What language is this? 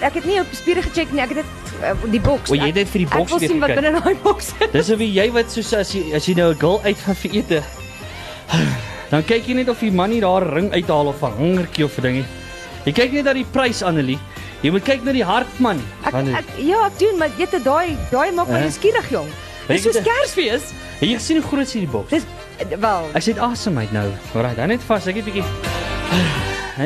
Afrikaans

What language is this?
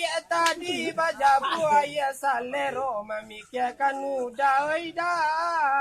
Minangkabau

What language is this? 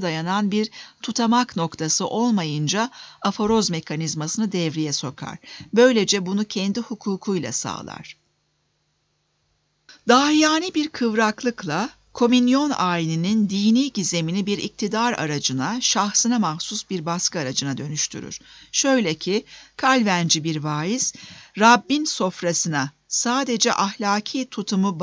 Turkish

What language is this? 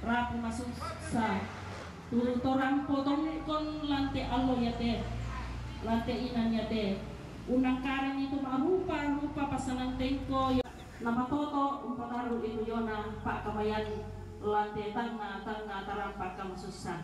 Toraja-Sa'dan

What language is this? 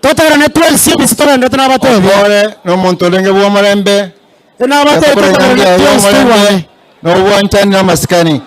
Gusii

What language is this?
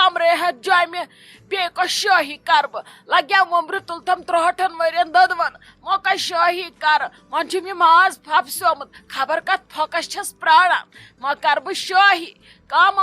Kashmiri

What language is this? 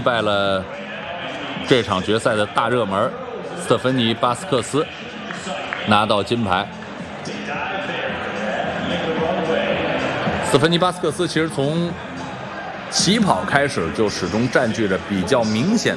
Chinese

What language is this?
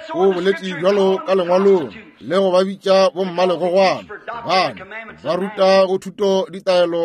Northern Sotho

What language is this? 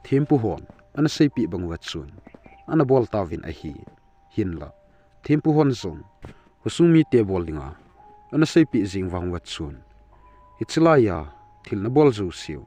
Thado Chin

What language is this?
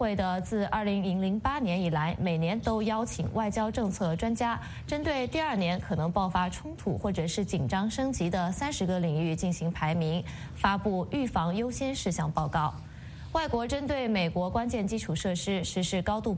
Chinese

